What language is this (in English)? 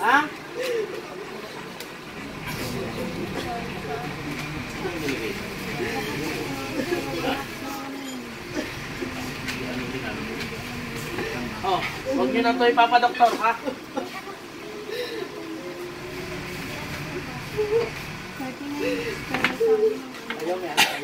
Filipino